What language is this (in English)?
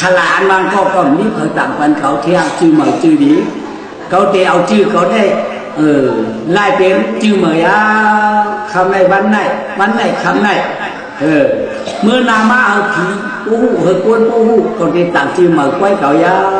Shan